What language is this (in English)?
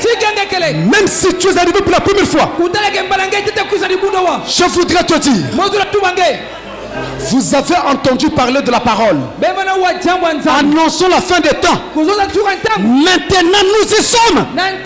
French